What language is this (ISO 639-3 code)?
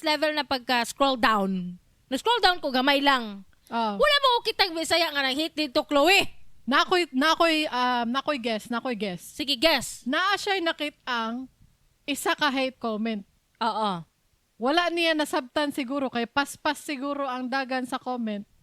ceb